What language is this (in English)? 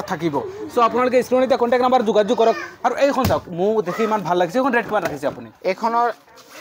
Assamese